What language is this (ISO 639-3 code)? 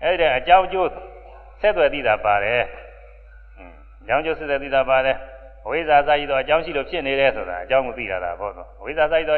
mya